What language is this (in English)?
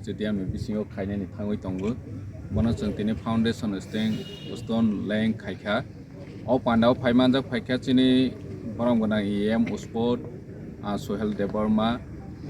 Kok Borok